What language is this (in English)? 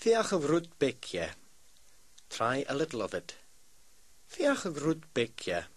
Scottish Gaelic